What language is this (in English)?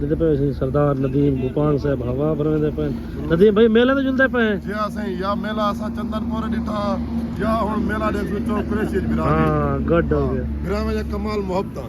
Saraiki